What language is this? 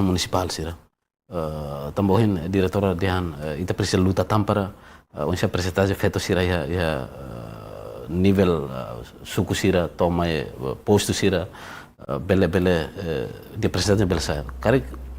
Tetum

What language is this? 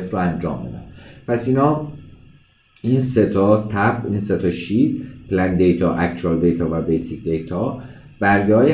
Persian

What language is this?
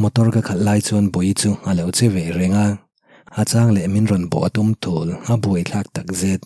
Mizo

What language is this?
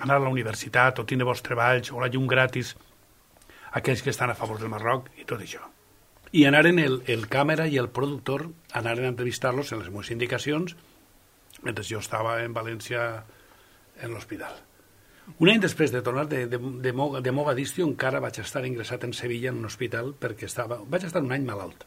Catalan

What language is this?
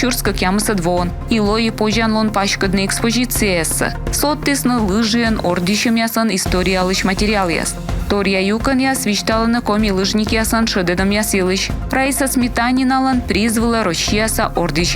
Komi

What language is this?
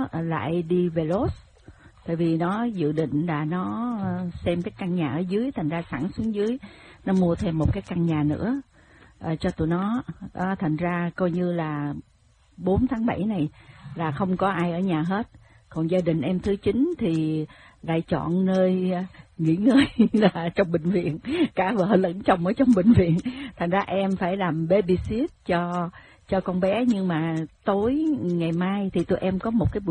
Vietnamese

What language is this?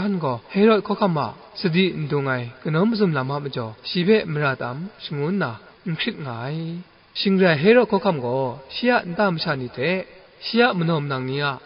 Kachin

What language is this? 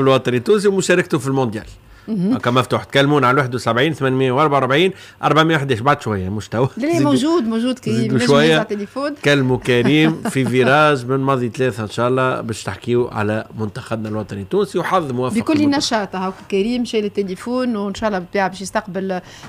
Tunisian Arabic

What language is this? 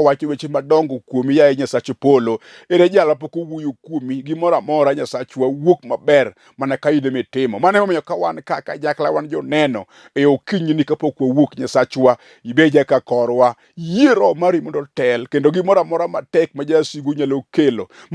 Luo (Kenya and Tanzania)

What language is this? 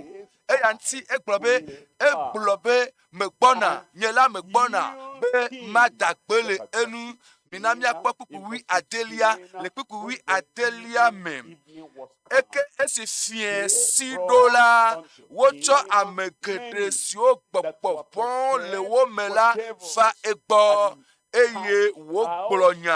Ewe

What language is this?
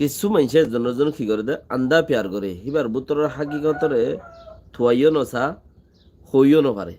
Rohingya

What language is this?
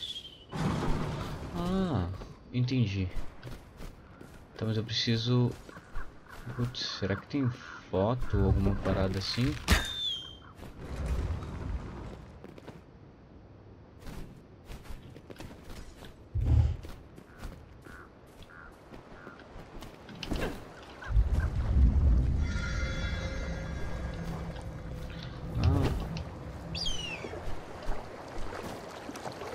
Portuguese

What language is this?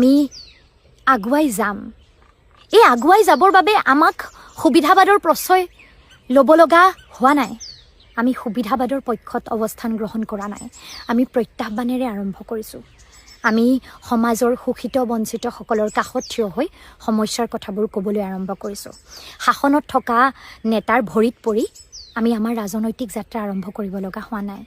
Assamese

